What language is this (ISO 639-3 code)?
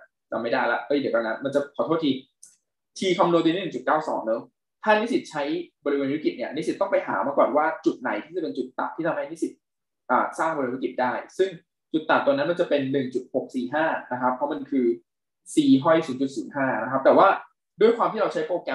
tha